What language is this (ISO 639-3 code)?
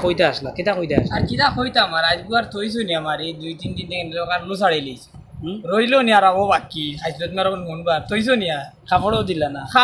syl